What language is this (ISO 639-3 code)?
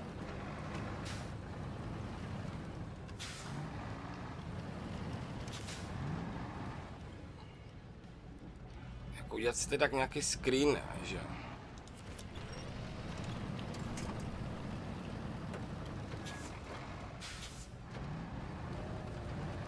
ces